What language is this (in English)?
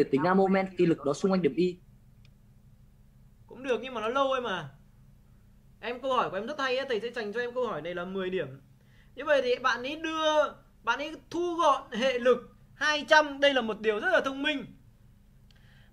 Vietnamese